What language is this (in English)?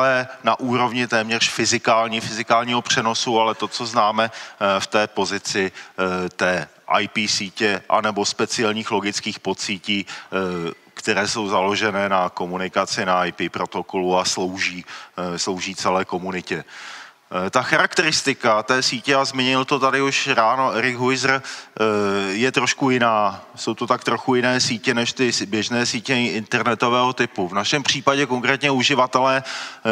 Czech